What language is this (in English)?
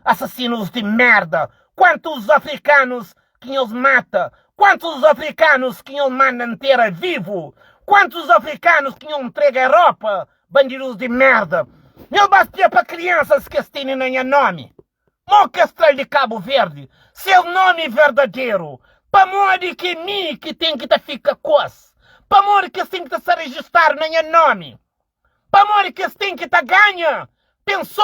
Kabuverdianu